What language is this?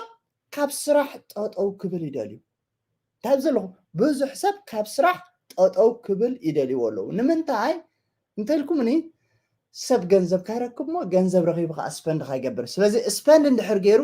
Tigrinya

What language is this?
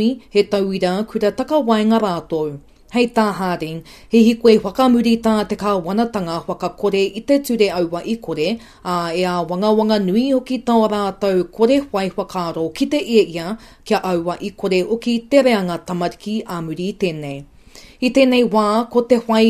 Māori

